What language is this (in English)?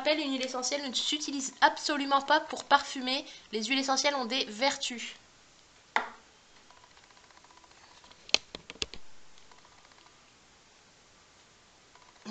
French